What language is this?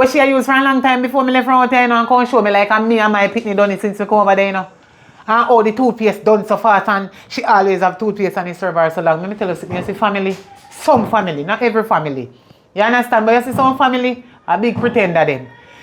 Jamaican Creole English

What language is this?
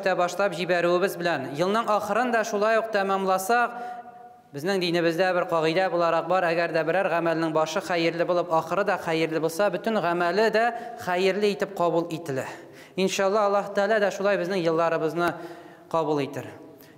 Tatar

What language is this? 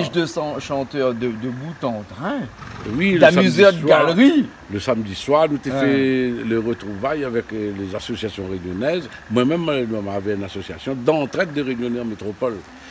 Réunion Creole French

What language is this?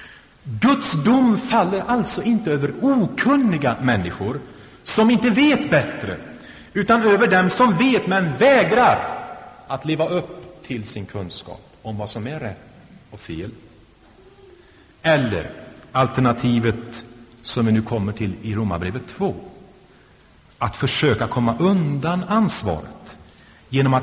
Swedish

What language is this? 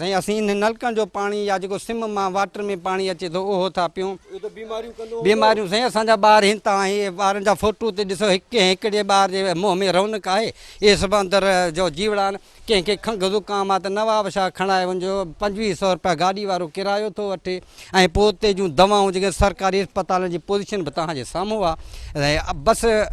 Sindhi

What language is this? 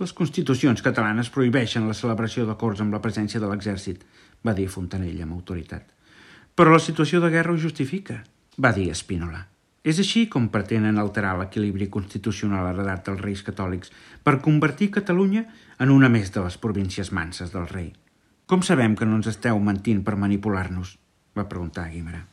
Catalan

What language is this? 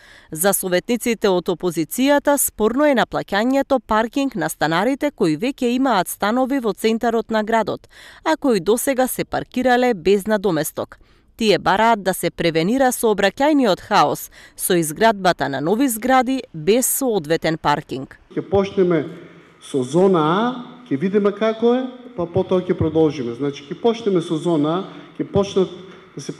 Macedonian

